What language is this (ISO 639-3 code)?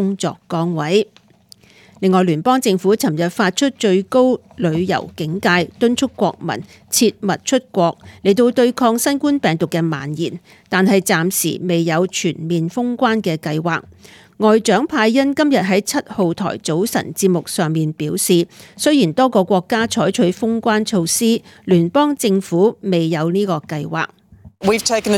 yue